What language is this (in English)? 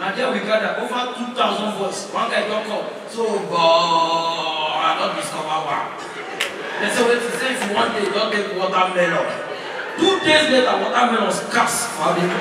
Nigerian Pidgin